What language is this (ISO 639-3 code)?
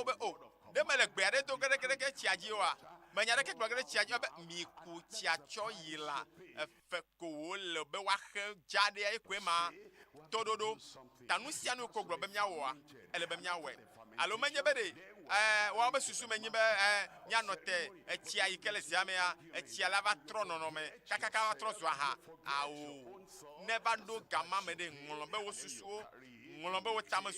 ewe